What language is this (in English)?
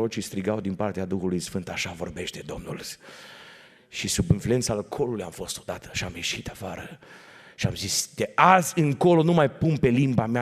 Romanian